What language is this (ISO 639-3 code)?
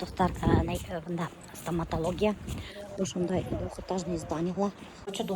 bak